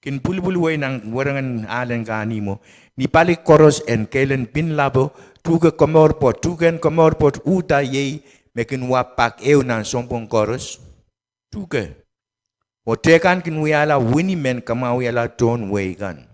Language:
Pohnpeian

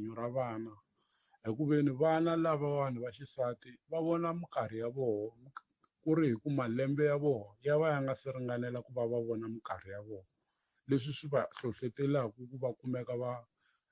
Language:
Tsonga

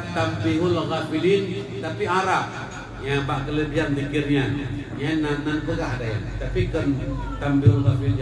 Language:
Achinese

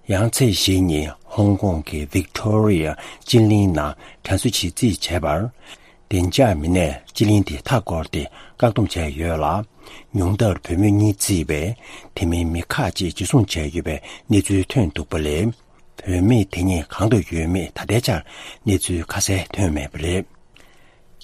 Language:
Tibetan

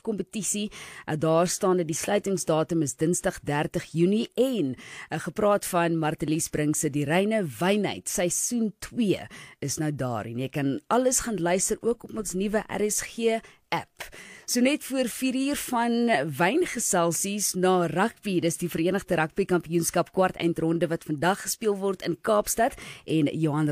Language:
Afrikaans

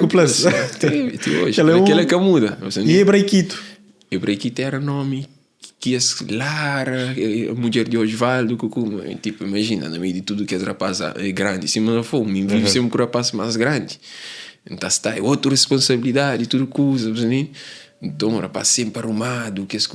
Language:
Kabuverdianu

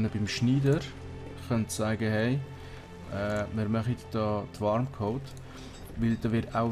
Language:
Swiss German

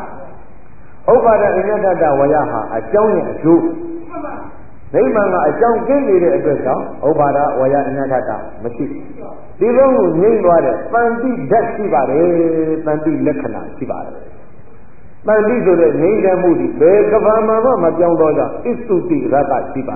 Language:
Burmese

